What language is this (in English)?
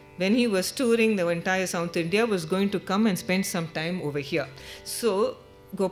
English